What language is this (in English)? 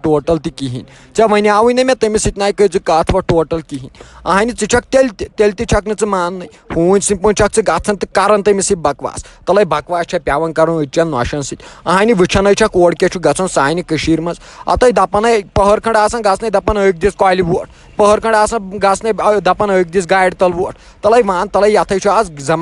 Kashmiri